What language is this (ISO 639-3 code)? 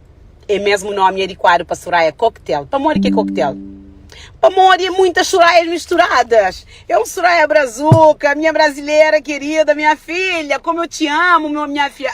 kea